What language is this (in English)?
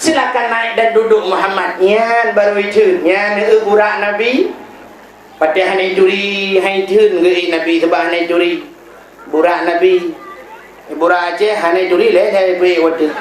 Achinese